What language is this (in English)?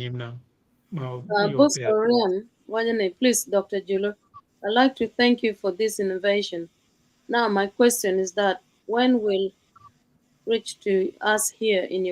Acoli